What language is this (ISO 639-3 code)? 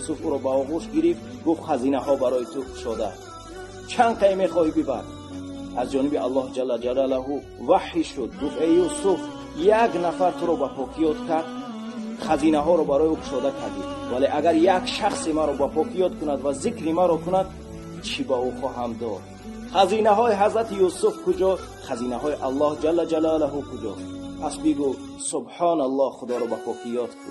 tgk